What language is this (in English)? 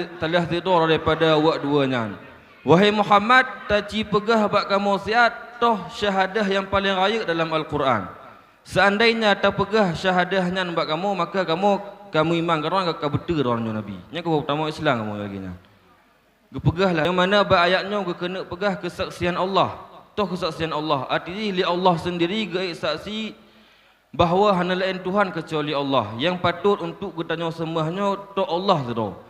Achinese